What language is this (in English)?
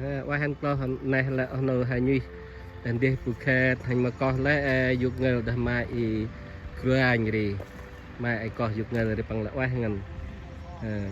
Central Mnong